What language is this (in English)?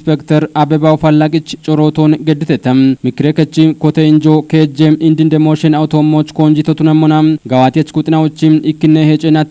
Kafa